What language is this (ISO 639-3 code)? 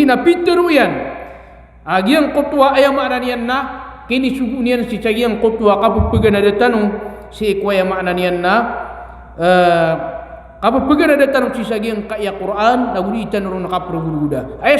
mrw